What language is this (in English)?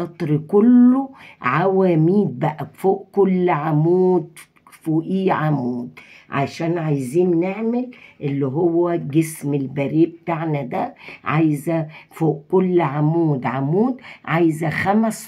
Egyptian Arabic